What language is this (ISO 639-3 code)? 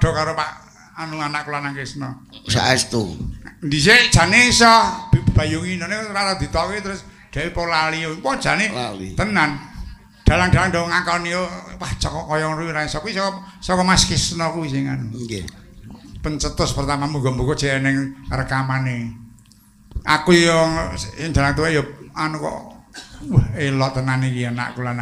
jav